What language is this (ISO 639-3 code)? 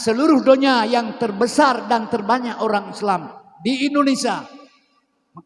ace